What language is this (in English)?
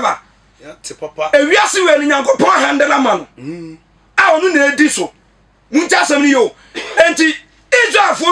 Akan